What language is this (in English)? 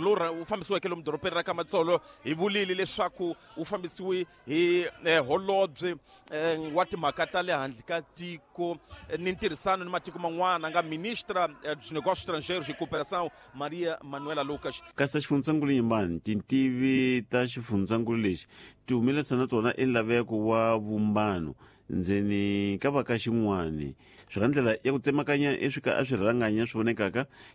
Tsonga